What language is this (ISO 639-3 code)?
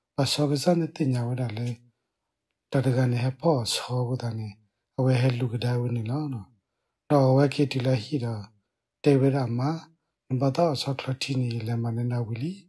ksw